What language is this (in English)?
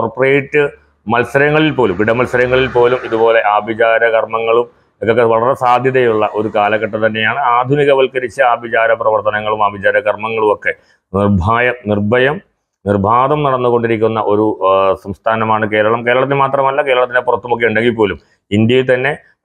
Malayalam